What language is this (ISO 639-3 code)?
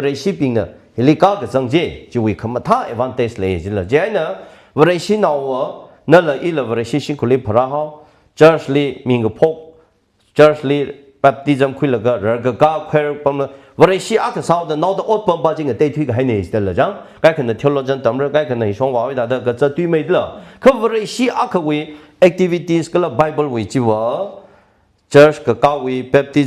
nmf